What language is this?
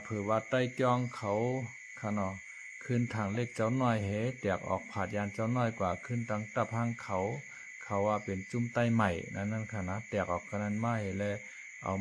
Shan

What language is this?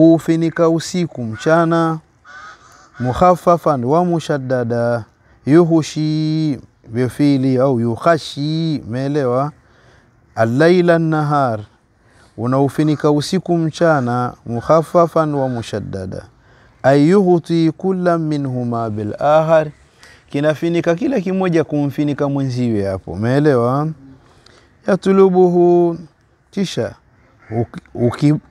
Swahili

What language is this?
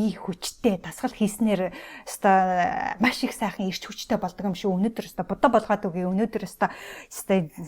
Mongolian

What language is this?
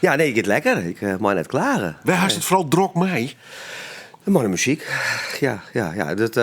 Western Frisian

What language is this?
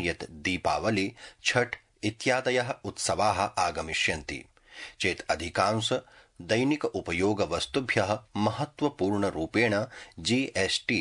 Sanskrit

